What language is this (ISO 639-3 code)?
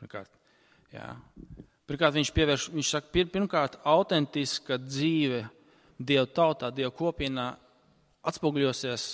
lav